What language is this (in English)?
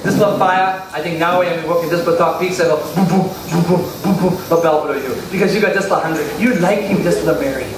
Tok Pisin